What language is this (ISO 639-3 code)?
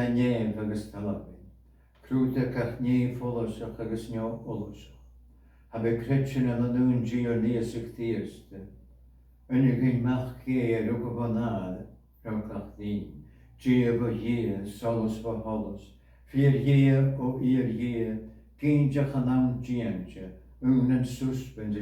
gla